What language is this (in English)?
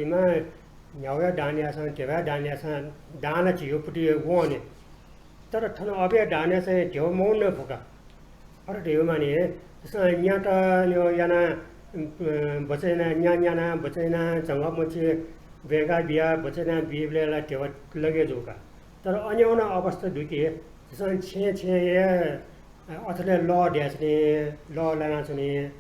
Newari